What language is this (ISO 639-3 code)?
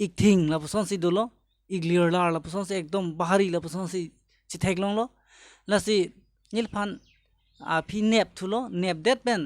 mjw